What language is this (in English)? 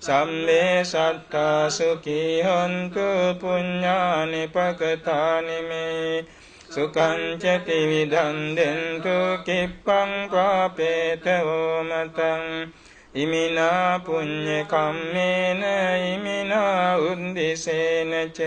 Pali